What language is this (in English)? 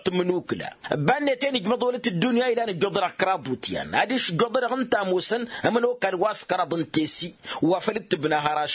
Tamasheq